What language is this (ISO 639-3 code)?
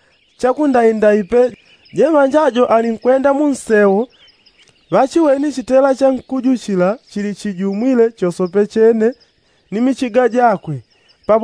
yao